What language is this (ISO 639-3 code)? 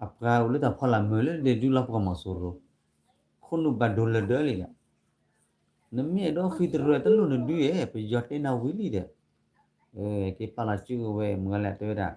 ksw